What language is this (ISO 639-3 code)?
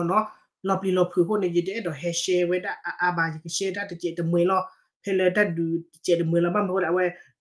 ksw